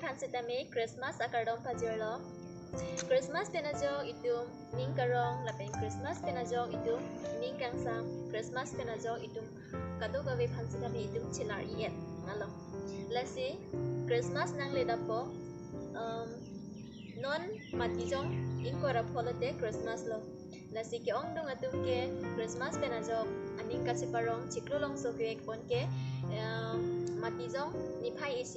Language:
Karbi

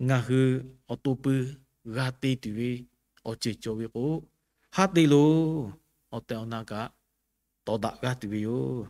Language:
Lahu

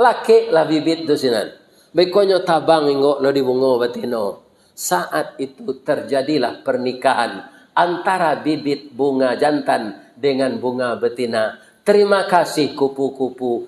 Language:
Minangkabau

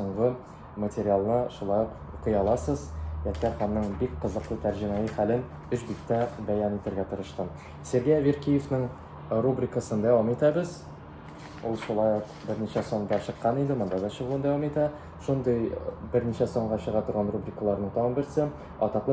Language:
Tatar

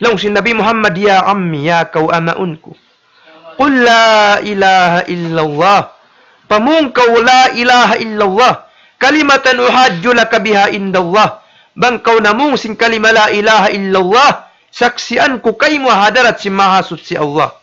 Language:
Tausug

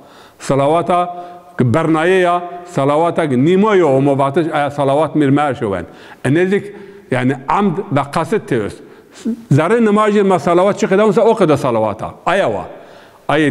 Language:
Zaza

